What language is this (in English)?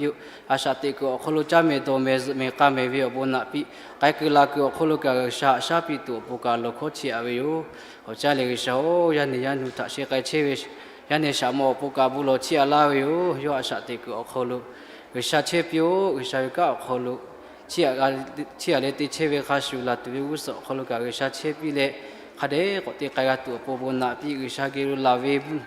Lahu